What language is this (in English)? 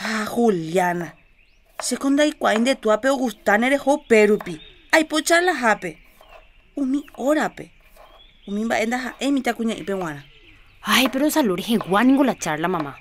Guarani